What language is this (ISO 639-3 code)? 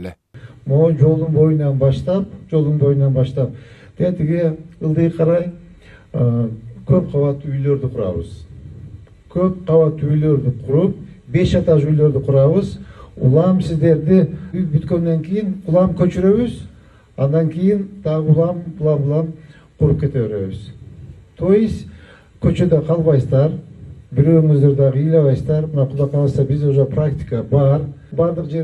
kir